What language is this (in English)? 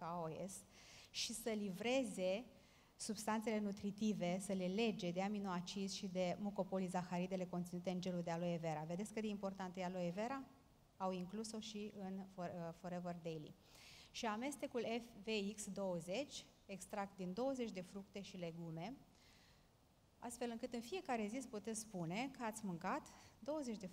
Romanian